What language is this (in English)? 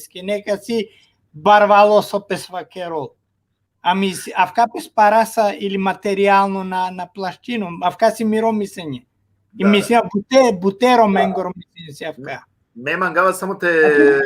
Balkan Romani